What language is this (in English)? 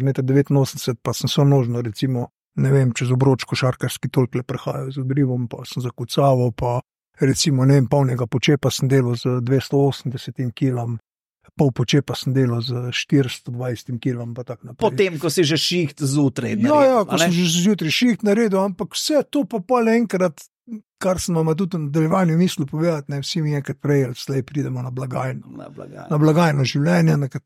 Slovenian